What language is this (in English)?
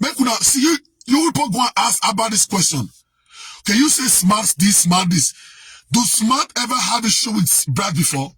Nigerian Pidgin